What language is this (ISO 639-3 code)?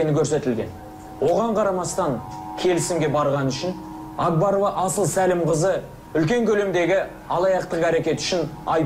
kaz